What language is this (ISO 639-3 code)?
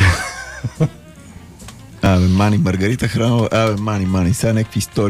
bul